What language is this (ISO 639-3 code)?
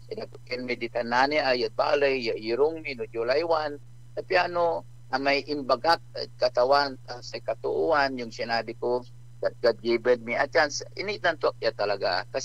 pag